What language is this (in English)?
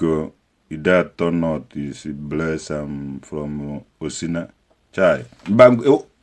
Igbo